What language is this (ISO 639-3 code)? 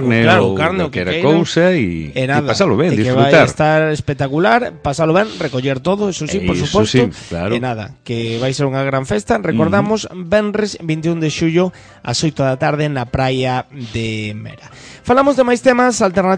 glg